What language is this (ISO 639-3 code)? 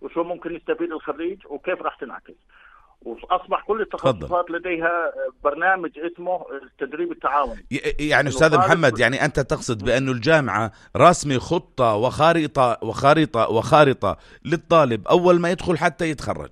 apc